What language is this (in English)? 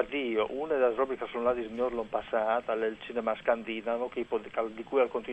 Friulian